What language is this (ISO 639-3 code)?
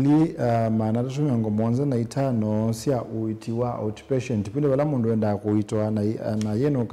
kam